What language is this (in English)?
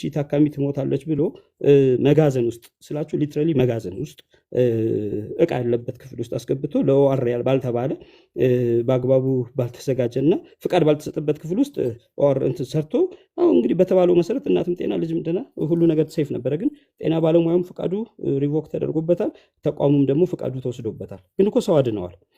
Amharic